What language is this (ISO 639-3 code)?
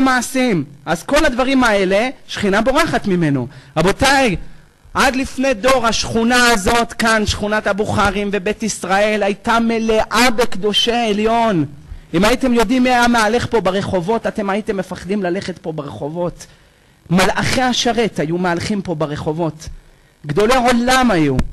heb